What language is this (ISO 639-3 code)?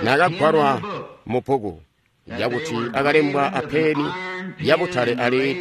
toi